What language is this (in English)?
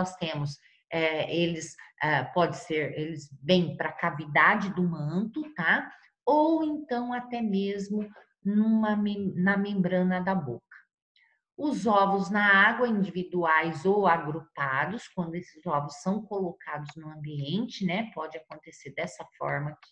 Portuguese